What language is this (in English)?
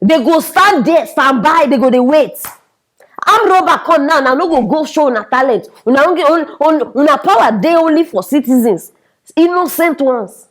Nigerian Pidgin